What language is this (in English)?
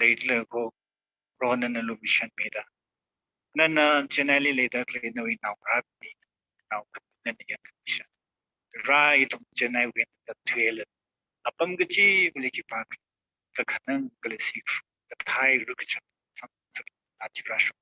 Tangkhul Naga (India)